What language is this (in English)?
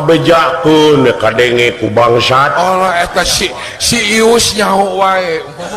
Sundanese